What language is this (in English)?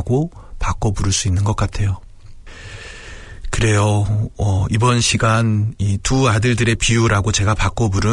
Korean